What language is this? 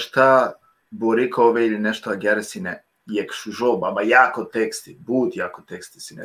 Balkan Romani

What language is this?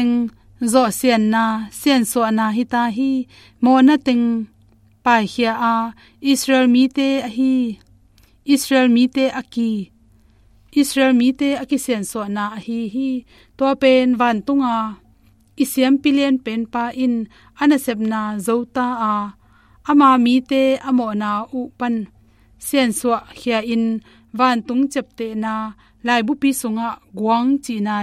Tedim Chin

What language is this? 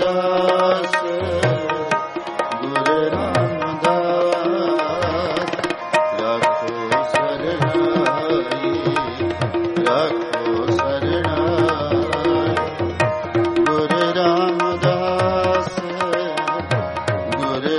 Punjabi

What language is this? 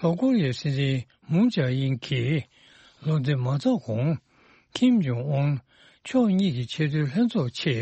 Tibetan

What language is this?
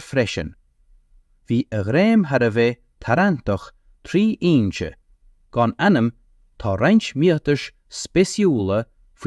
Irish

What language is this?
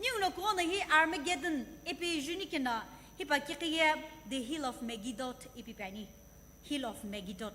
Sumi Naga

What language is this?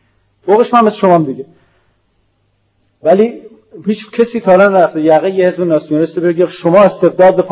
Persian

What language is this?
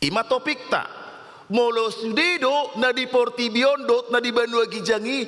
Batak Toba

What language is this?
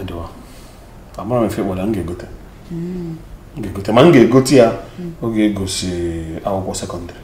Igbo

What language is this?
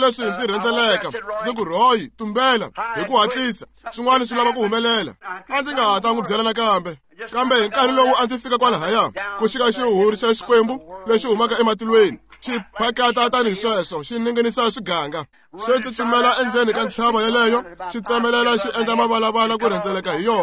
Tsonga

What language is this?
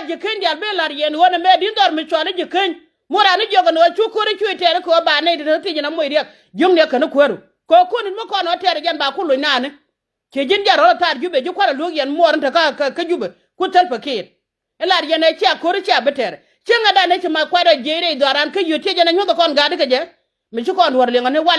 Nuer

